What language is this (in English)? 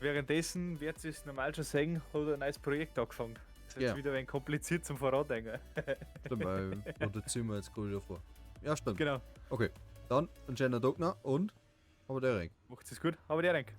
Bavarian